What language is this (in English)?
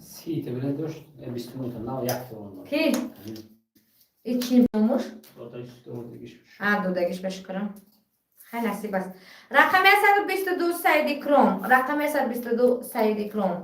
Tajik